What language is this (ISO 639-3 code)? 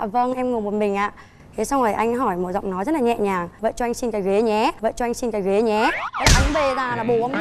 vie